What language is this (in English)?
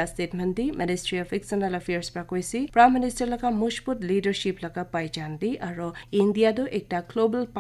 Naga Pidgin